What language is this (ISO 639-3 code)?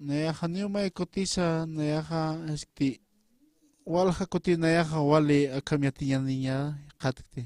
aym